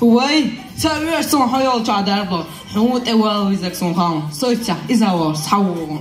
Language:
Chechen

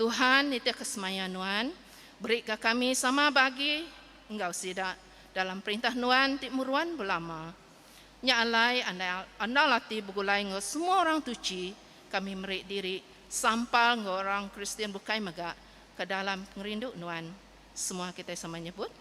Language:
Iban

